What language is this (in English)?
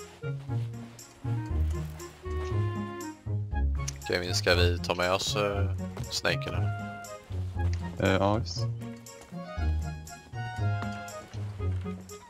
Swedish